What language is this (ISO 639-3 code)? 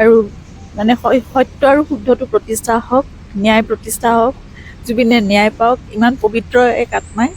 asm